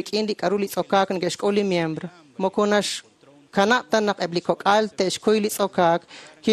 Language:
Kekchí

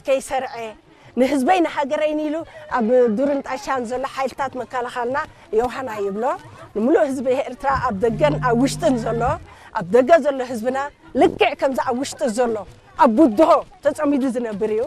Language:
Tigrinya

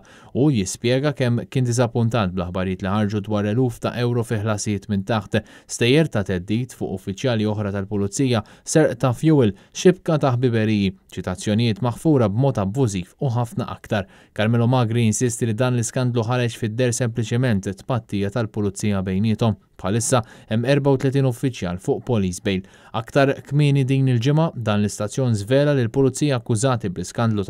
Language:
Maltese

